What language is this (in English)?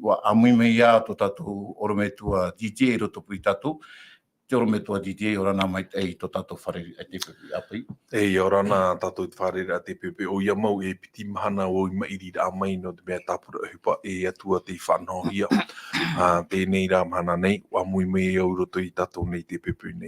Tahitian